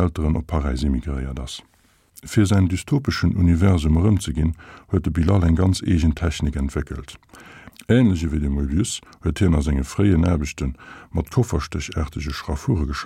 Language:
Luxembourgish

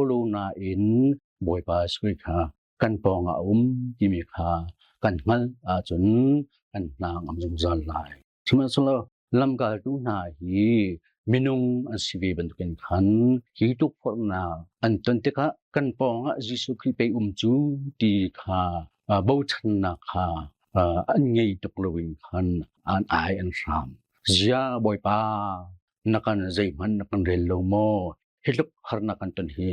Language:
Hakha Chin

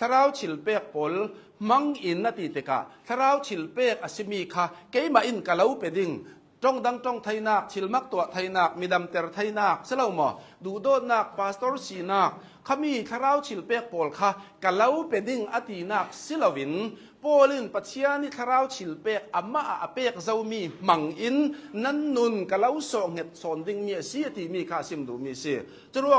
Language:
Hakha Chin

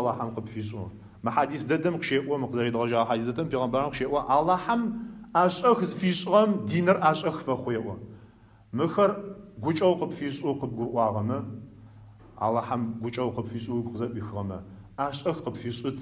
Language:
Adyghe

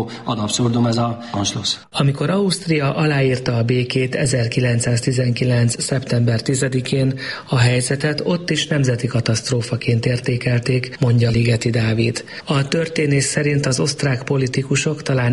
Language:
Hungarian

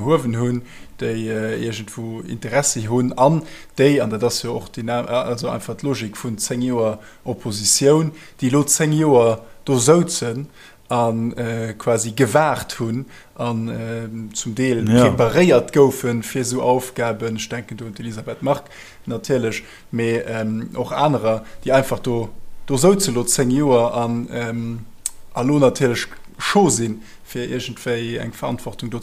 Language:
Luxembourgish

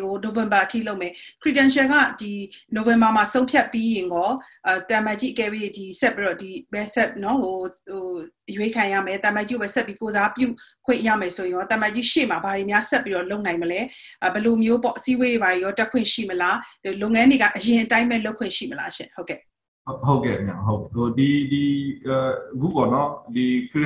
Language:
Burmese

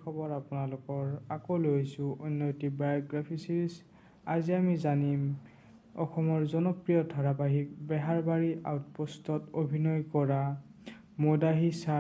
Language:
Assamese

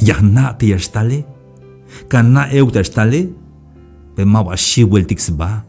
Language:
Tzeltal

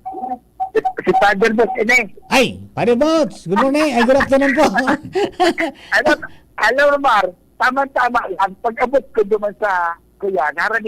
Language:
Bikol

